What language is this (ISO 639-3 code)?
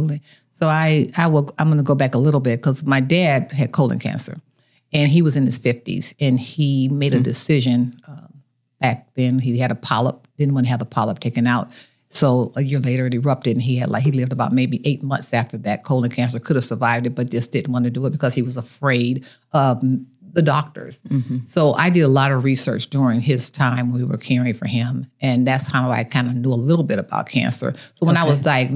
eng